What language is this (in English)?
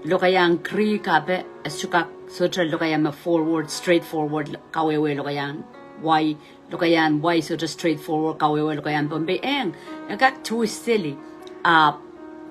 Pohnpeian